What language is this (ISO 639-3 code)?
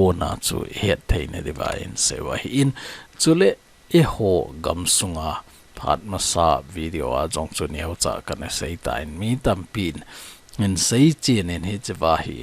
tcz